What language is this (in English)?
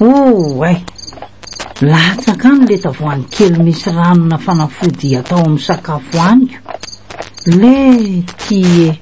Malagasy